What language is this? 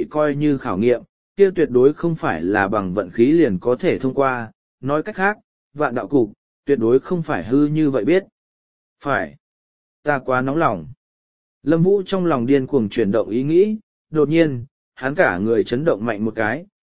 Vietnamese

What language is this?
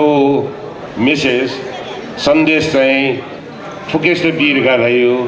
Newari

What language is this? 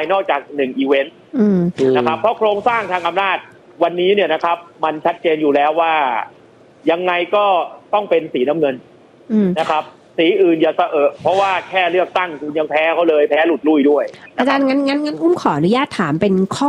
Thai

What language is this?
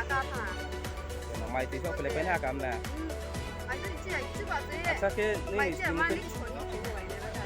Riang (India)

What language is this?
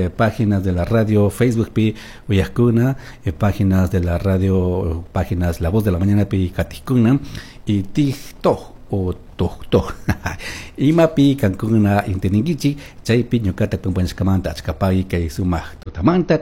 Chimborazo Highland Quichua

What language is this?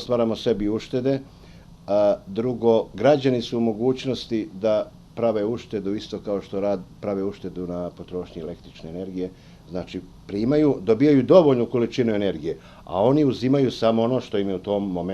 Bosnian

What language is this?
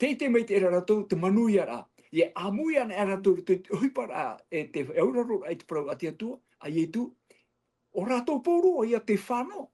Tahitian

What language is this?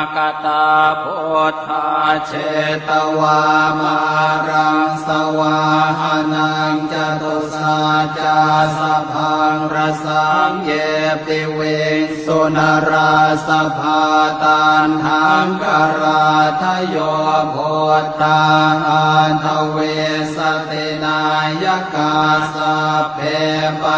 Pali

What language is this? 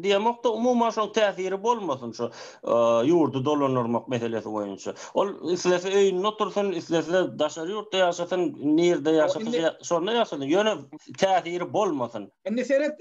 Turkmen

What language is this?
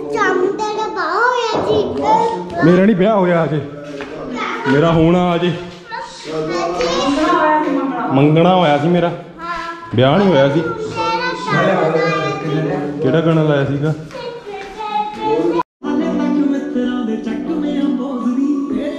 Punjabi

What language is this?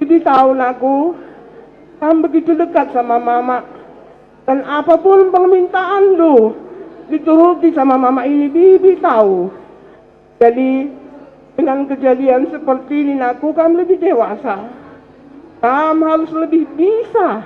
Batak Karo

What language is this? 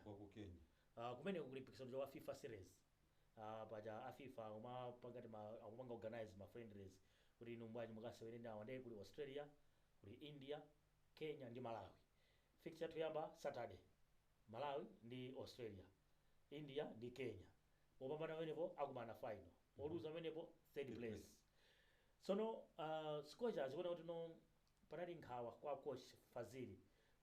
Nyanja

